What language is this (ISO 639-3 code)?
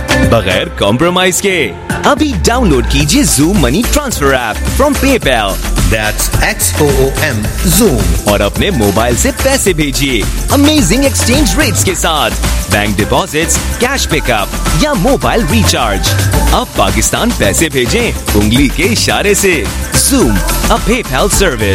hin